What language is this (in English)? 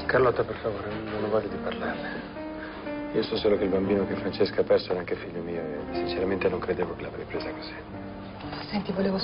Italian